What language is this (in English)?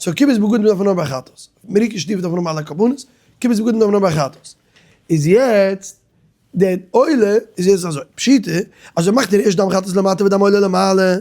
Yiddish